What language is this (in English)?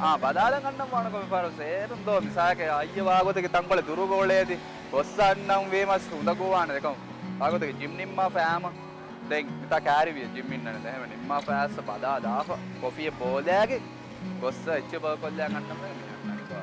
Divehi